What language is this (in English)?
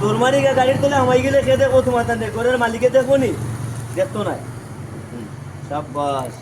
Sylheti